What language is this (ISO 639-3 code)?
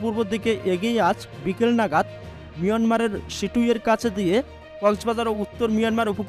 ben